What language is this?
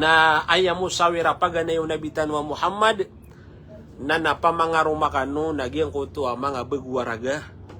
Maranao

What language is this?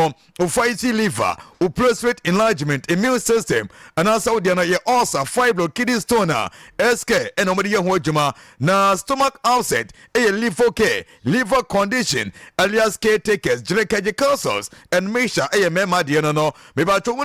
Akan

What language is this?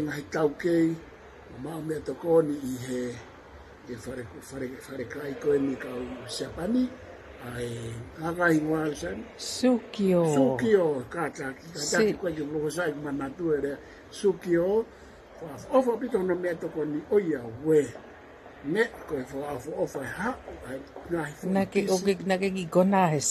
Tongan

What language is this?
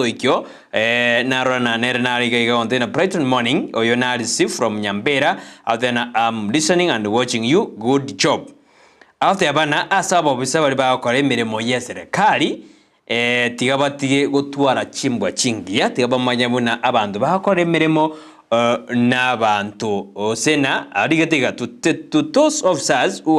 Gusii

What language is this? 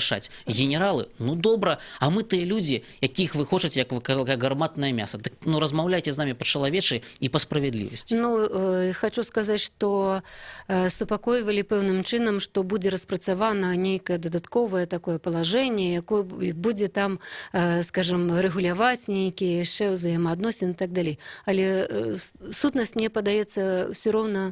Belarusian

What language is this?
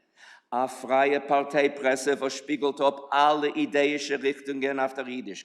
Yiddish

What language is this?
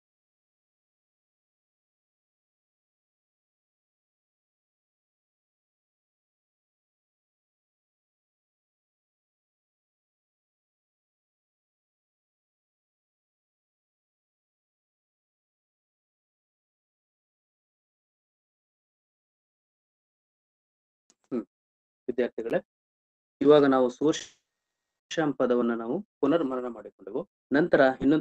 Kannada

